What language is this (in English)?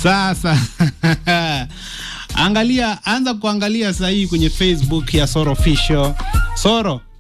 Swahili